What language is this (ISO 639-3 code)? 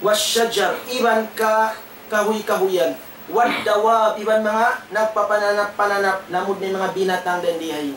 tsg